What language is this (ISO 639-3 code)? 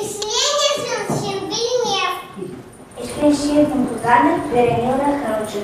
chv